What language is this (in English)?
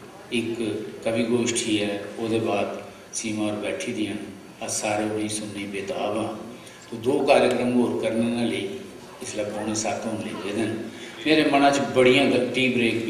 Dogri